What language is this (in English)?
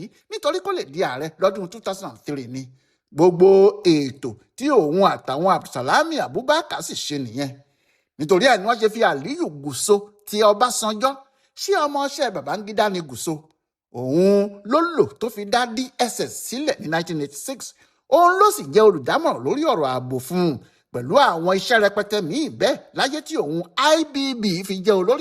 Yoruba